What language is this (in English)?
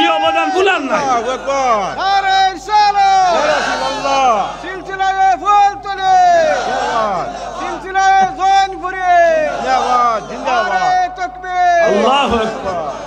Sylheti